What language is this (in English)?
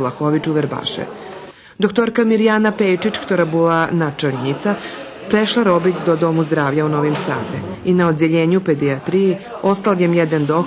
Rusyn